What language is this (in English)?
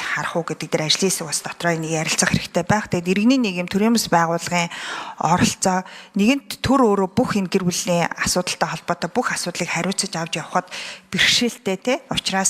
Mongolian